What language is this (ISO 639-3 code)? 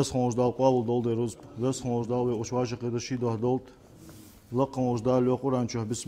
inh